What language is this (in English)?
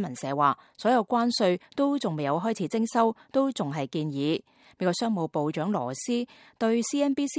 Cantonese